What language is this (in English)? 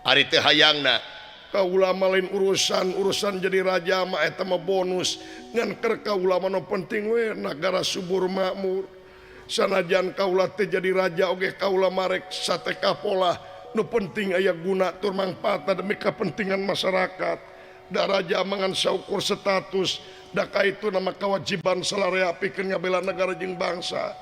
Sundanese